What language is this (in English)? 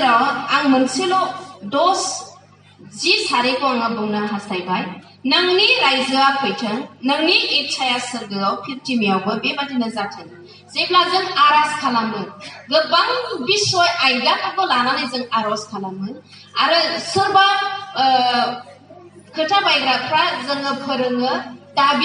Bodo